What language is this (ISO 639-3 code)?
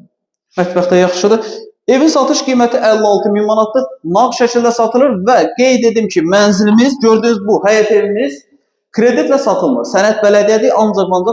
aze